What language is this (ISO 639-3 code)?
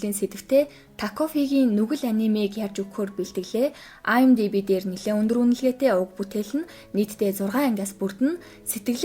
mon